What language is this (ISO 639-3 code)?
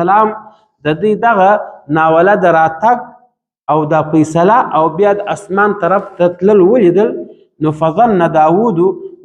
pus